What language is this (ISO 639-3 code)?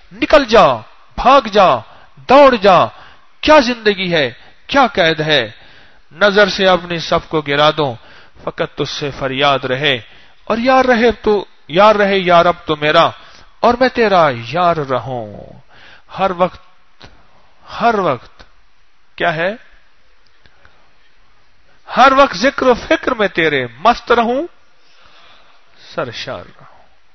urd